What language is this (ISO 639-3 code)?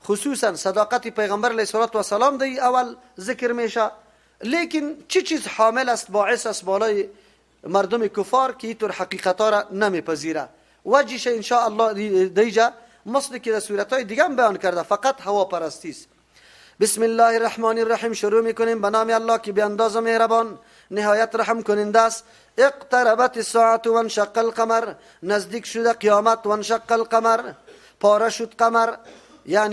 fas